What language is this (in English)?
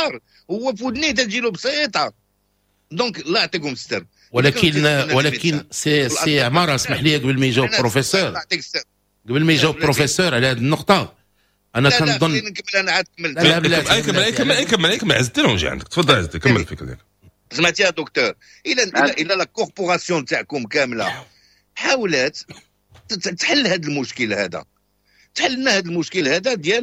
Moroccan Arabic